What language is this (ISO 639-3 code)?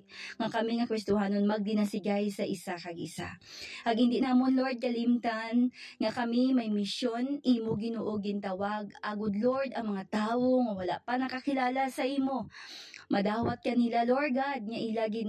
hil